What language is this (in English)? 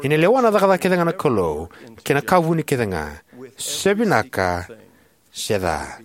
Fijian